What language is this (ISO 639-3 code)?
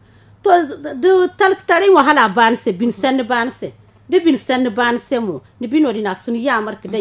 dje